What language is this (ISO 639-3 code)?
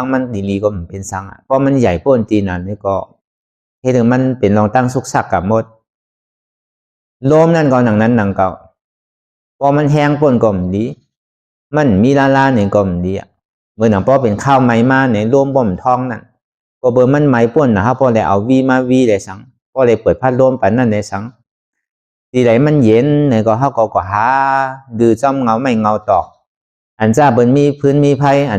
shn